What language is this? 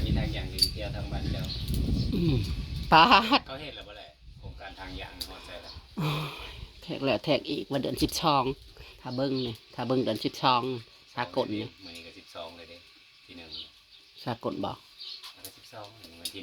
Northeastern Thai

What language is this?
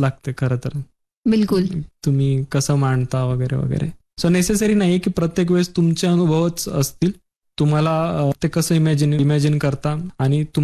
Marathi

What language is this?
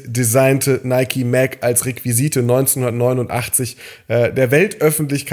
German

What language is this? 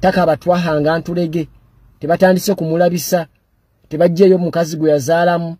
Ganda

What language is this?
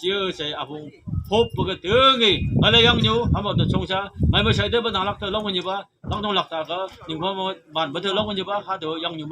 Phom Naga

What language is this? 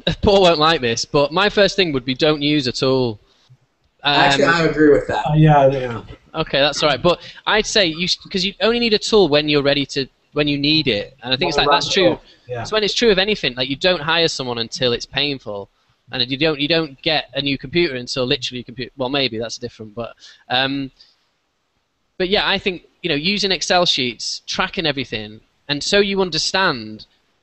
English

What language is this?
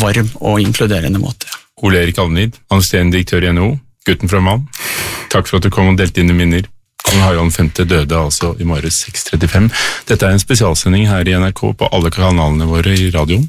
Norwegian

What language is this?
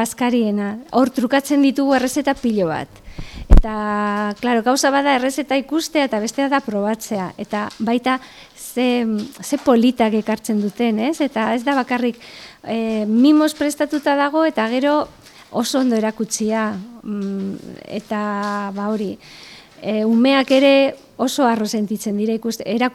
Basque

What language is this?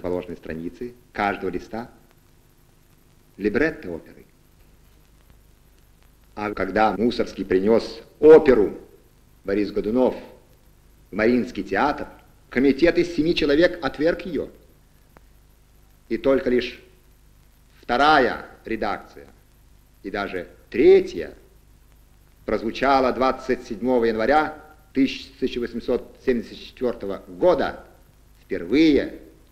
Russian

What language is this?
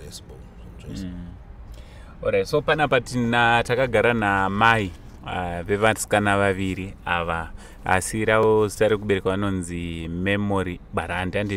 Shona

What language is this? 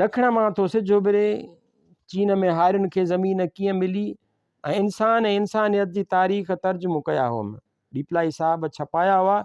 Sindhi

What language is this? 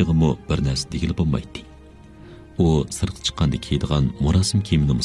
Uyghur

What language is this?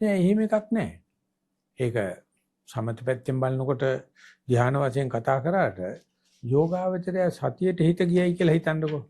Sinhala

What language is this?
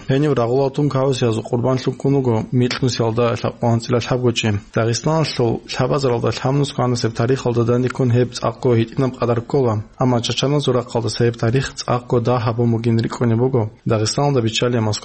Avaric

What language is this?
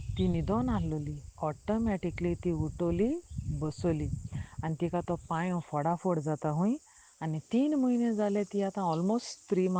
Konkani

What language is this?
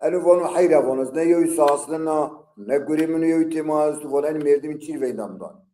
Zaza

